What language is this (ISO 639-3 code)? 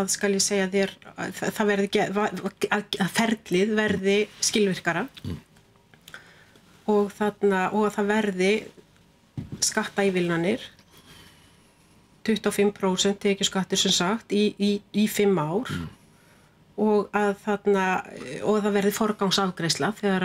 isl